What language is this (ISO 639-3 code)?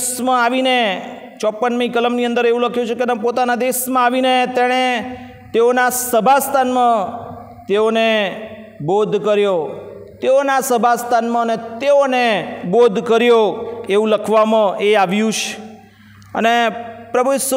guj